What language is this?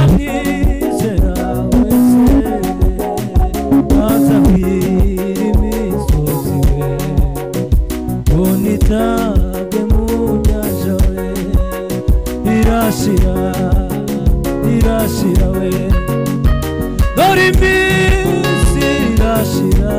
Kinyarwanda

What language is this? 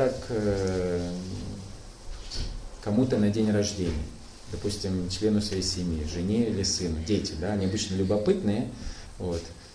Russian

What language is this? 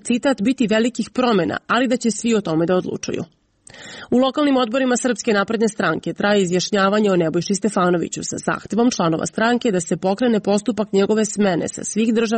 Serbian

